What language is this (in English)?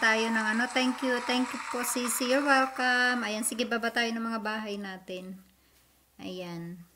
Filipino